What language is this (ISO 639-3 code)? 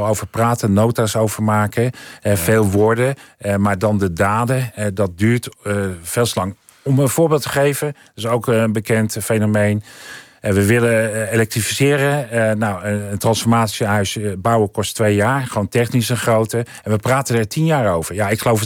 nld